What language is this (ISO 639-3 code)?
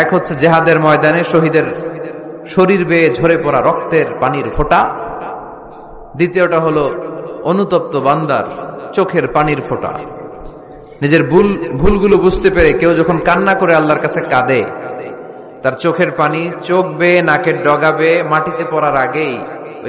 ben